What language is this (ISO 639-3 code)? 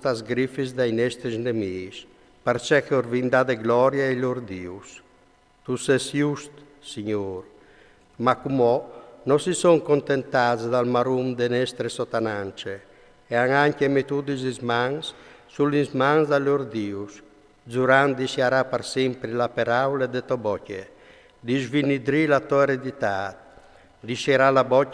fur